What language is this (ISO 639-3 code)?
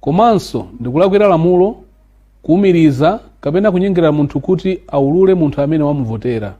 nya